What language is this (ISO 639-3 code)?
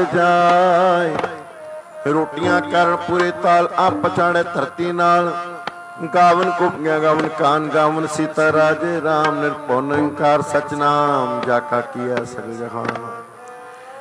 pan